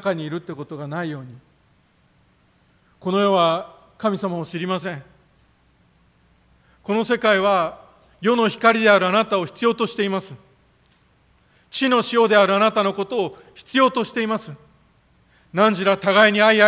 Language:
Japanese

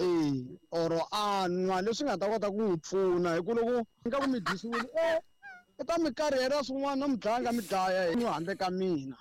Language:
Tsonga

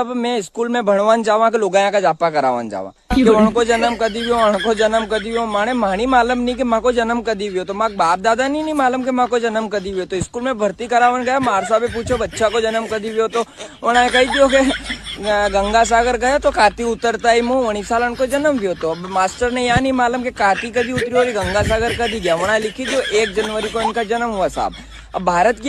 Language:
Rajasthani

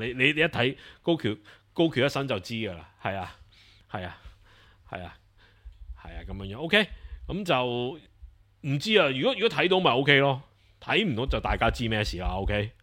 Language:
Cantonese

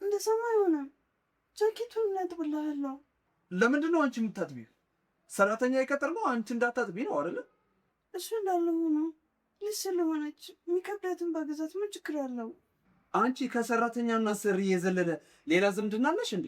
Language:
Amharic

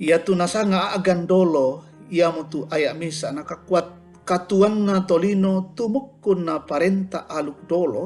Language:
Toraja-Sa'dan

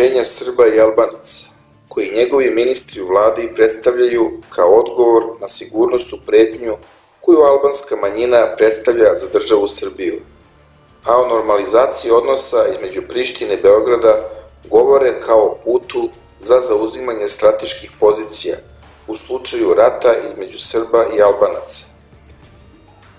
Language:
Serbian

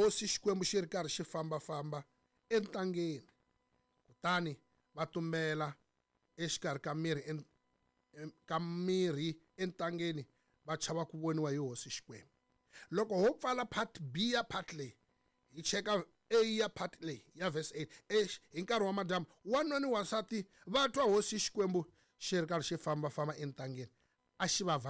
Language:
Tsonga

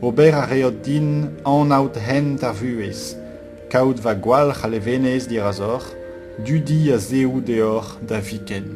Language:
Breton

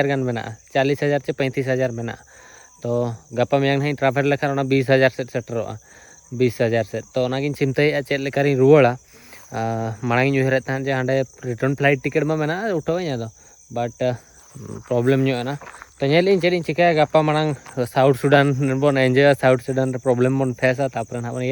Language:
Santali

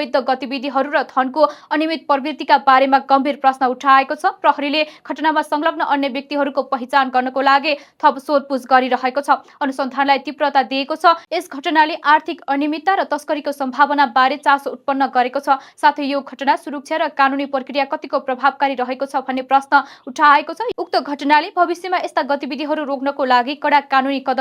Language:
Nepali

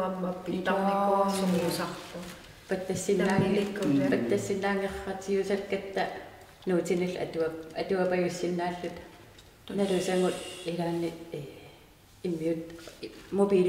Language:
Kalaallisut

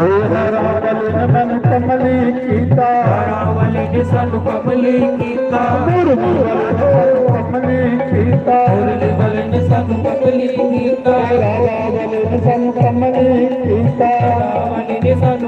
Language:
Dogri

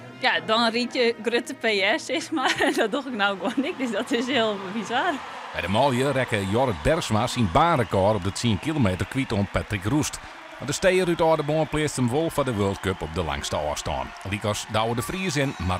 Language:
Western Frisian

